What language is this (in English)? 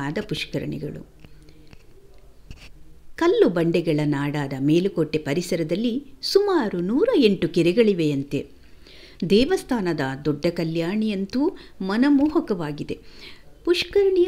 Kannada